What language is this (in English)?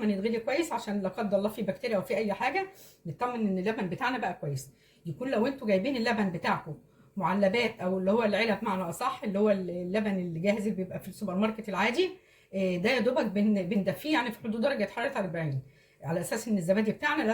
Egyptian Arabic